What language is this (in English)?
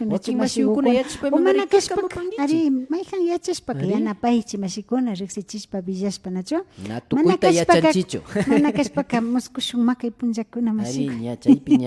Imbabura Highland Quichua